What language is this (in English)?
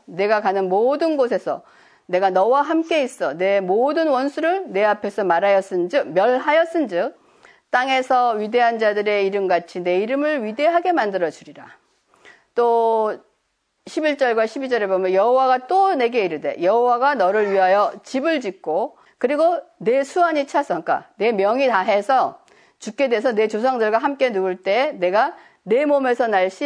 Korean